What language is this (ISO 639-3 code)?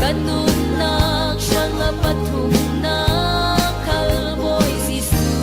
cfm